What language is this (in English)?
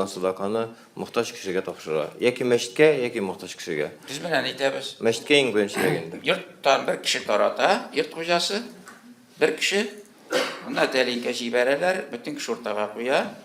Tatar